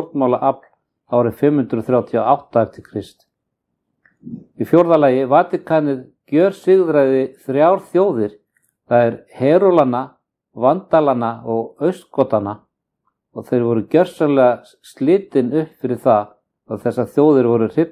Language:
Icelandic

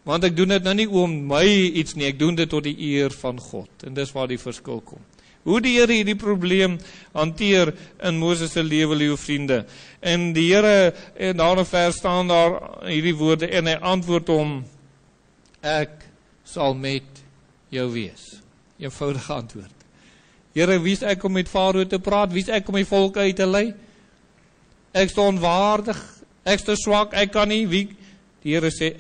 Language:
Afrikaans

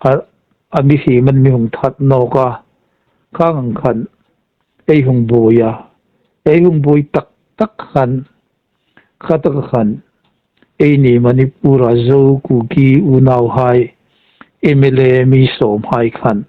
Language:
Hmar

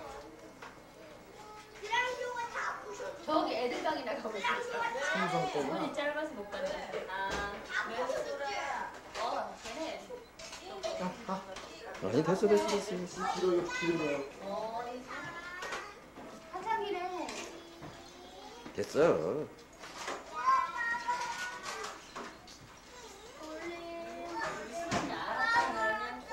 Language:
Korean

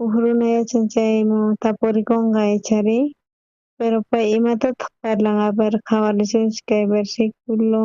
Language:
South Bolivian Quechua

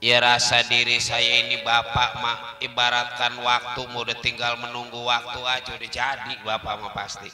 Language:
Betawi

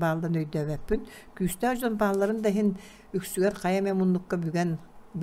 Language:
Yakut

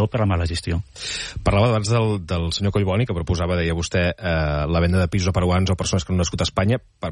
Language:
Catalan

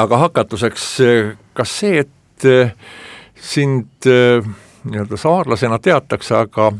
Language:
Estonian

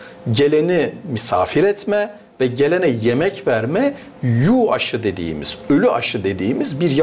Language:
Gagauz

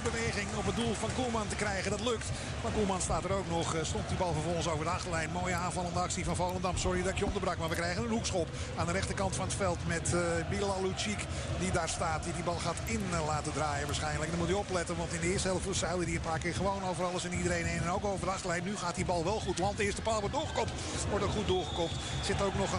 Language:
Dutch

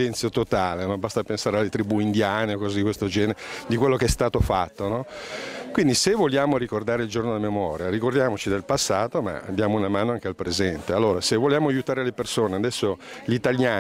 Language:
Italian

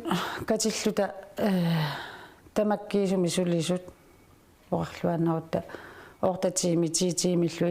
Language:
Kalaallisut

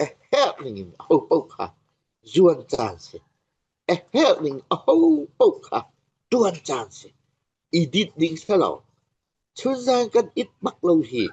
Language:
Falam Chin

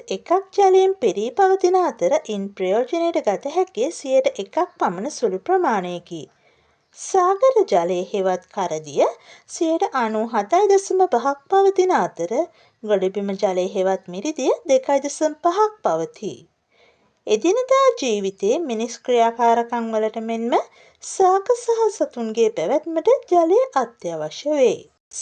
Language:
Sinhala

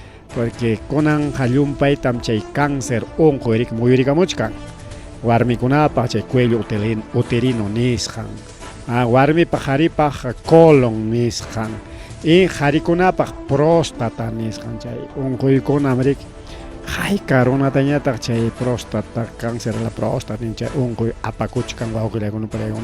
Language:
Ayacucho Quechua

